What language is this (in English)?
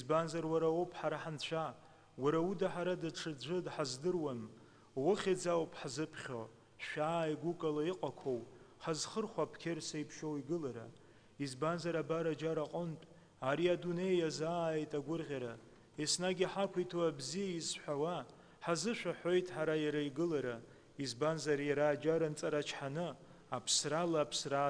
Abkhazian